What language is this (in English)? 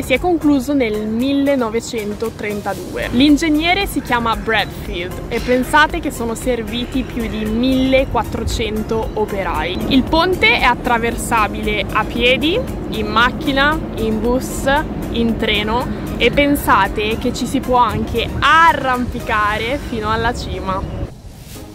Italian